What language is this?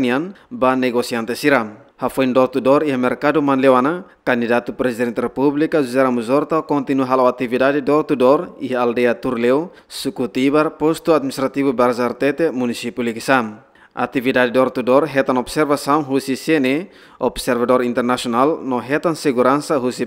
Tetum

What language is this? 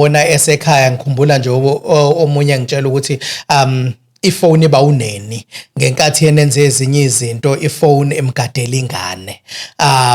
Zulu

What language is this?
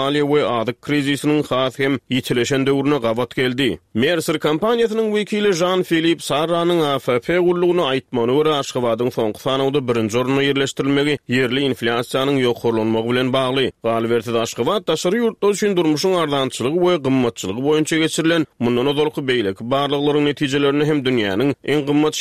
Turkmen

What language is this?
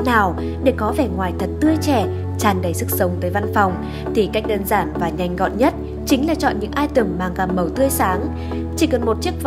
Vietnamese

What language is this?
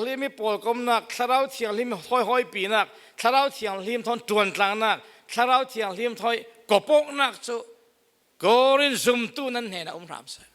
Falam Chin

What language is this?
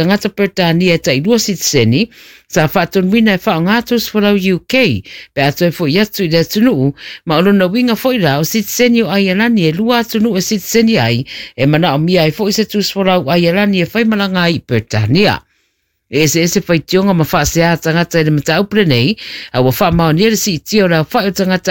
Samoan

